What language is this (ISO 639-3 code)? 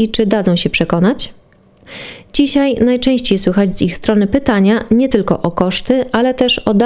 pol